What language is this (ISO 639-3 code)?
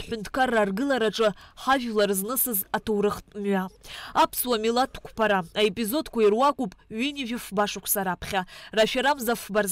abk